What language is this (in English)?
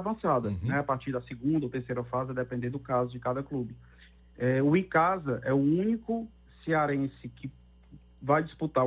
Portuguese